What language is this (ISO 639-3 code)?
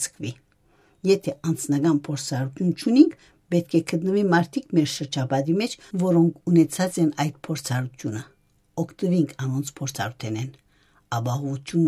hye